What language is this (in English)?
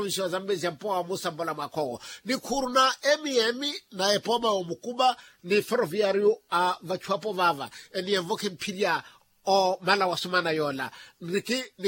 Makhuwa